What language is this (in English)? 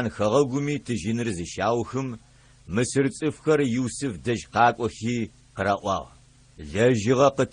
Adyghe